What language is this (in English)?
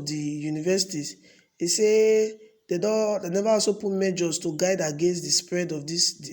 Nigerian Pidgin